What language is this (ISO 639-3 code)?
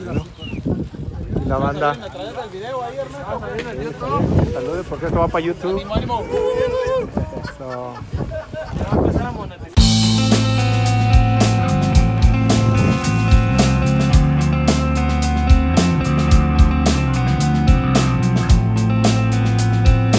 spa